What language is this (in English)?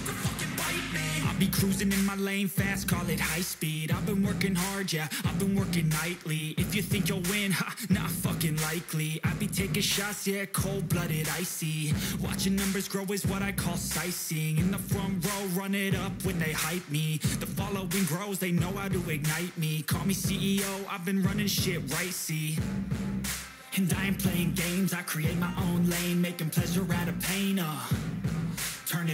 English